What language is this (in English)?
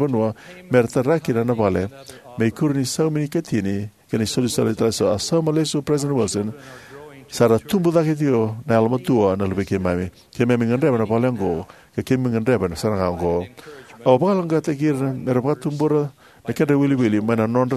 Fijian